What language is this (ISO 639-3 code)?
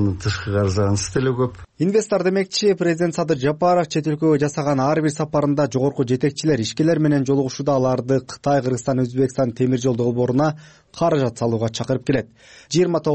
kir